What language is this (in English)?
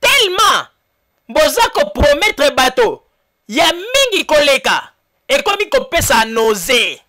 Lingala